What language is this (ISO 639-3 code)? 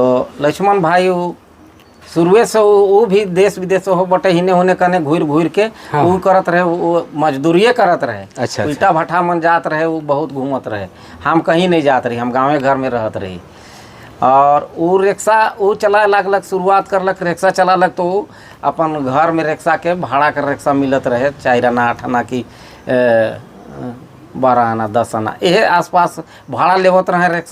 sck